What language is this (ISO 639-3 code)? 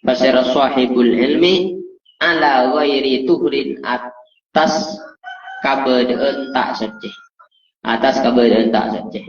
mad